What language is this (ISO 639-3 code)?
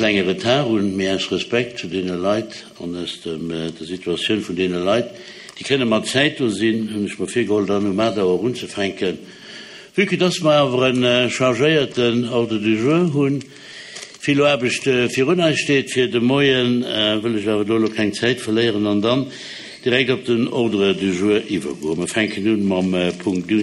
ltz